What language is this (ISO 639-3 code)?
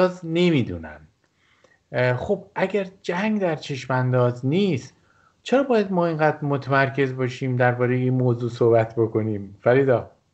fas